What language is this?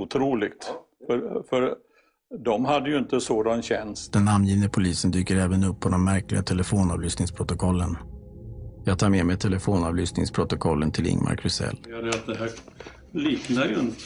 Swedish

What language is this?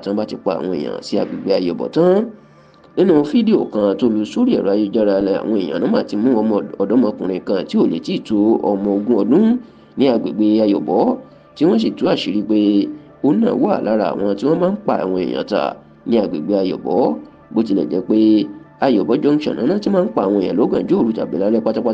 Yoruba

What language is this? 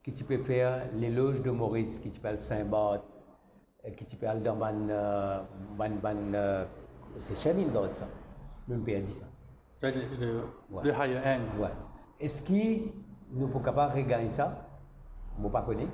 Morisyen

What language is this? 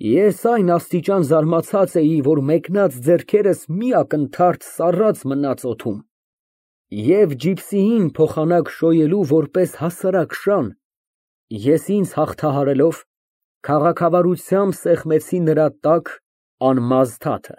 Armenian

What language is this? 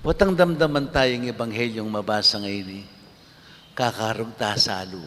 Pampanga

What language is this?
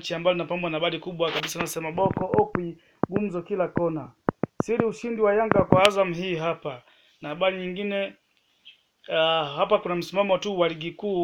Swahili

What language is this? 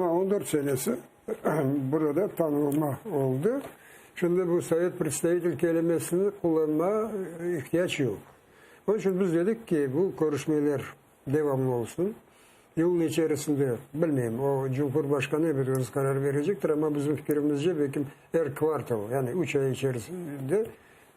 Crimean Tatar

